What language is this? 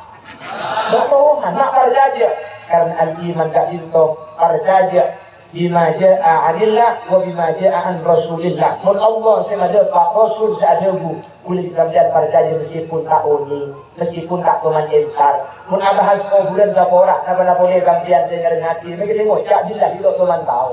Madurese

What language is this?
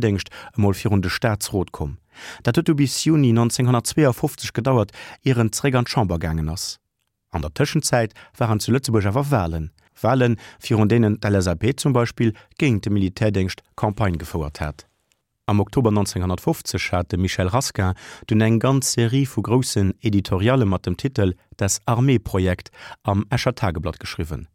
Luxembourgish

